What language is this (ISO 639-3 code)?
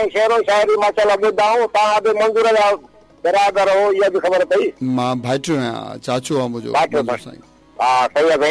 snd